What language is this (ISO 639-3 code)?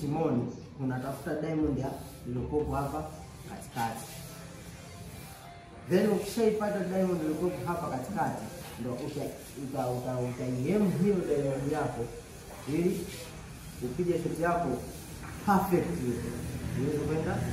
swa